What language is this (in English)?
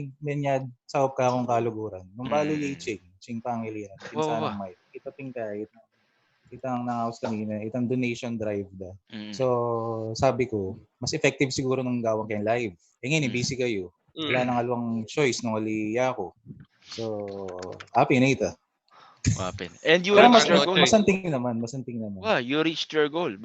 Pampanga